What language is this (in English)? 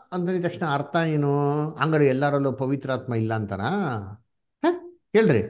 Kannada